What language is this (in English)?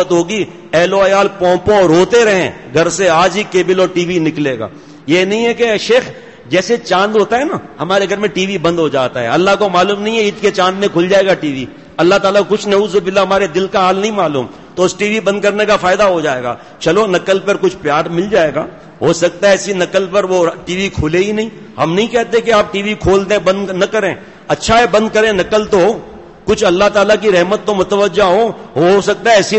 Urdu